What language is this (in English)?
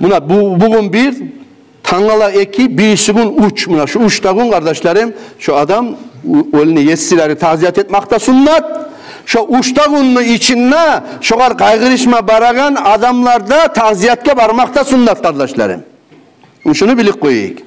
Kumyk